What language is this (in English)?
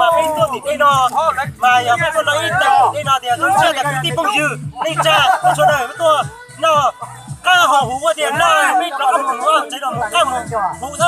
Hmong